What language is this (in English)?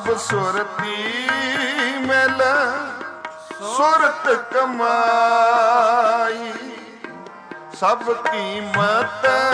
Punjabi